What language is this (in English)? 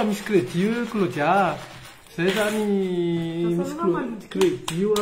Malagasy